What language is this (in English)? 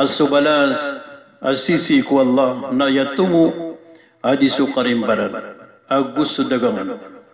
Maranao